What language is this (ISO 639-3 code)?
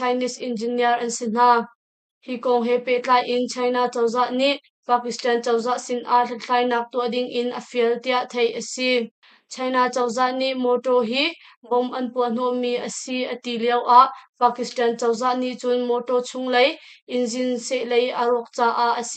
cnh